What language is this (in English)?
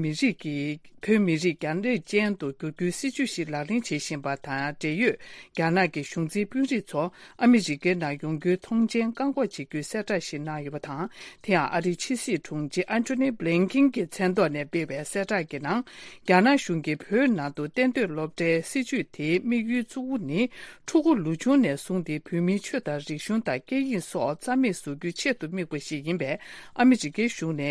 Tibetan